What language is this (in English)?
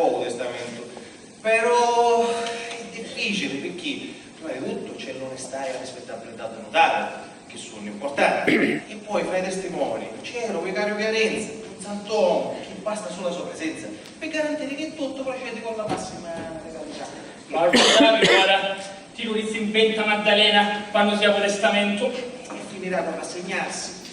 Sicilian